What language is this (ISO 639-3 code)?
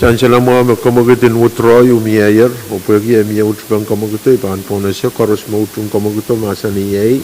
pon